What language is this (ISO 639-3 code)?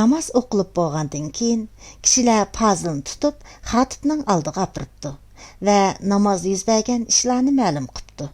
uig